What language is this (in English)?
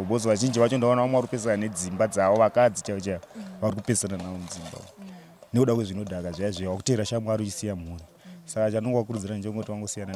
Shona